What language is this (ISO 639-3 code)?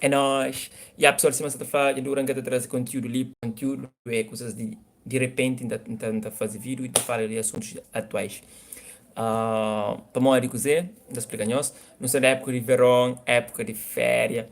kea